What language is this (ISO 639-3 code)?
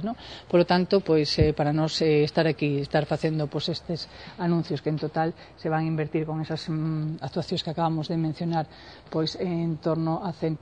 glg